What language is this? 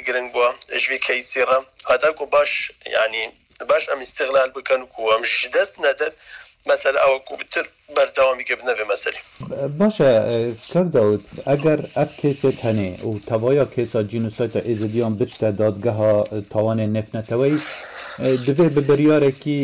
Kurdish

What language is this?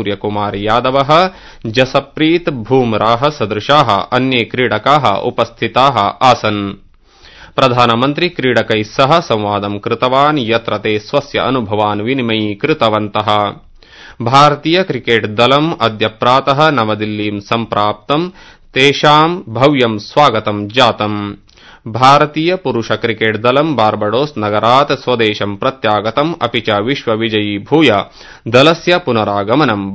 Sanskrit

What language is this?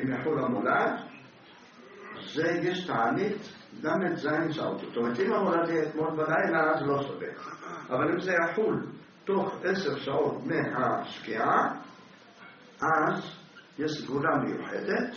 Hebrew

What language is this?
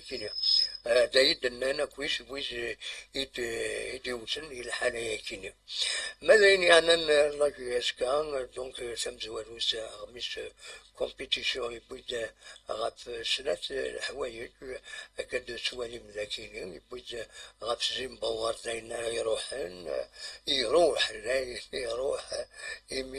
Kabyle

